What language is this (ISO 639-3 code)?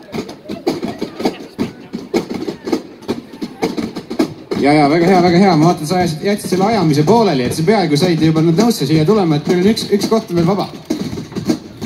est